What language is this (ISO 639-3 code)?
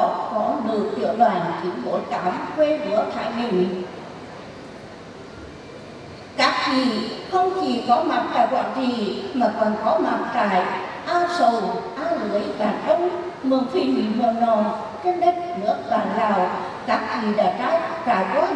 vie